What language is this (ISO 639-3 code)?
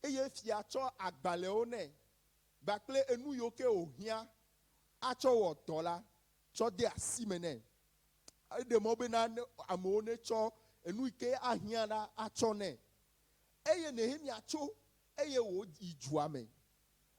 ewe